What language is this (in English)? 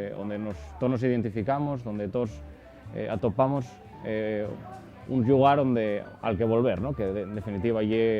Asturian